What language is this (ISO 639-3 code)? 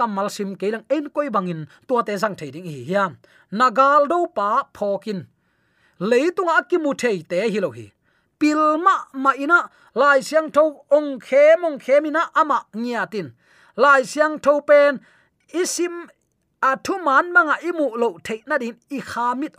ctd